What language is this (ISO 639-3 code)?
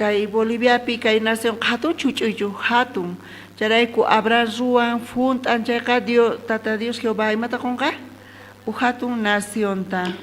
quh